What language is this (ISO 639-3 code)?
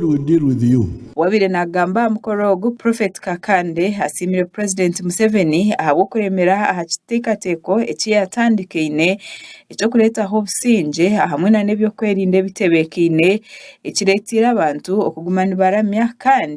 nyn